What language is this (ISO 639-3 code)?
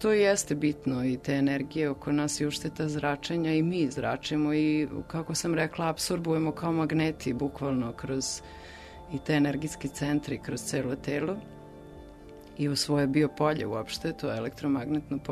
srp